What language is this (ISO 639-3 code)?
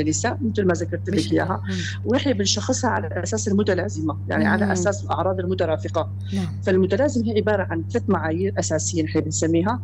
apc